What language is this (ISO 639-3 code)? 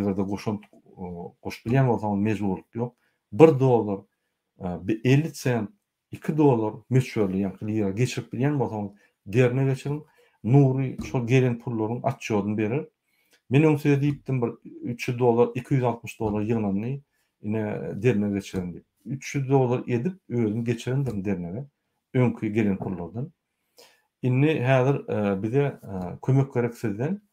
tuk